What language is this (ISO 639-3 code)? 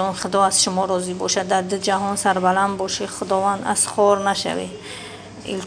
tgk